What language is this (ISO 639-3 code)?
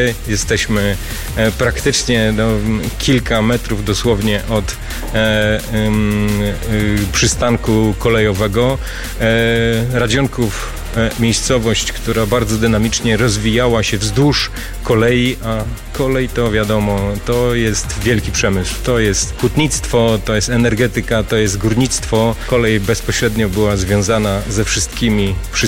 pol